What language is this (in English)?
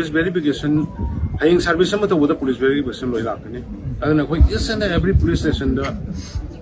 Manipuri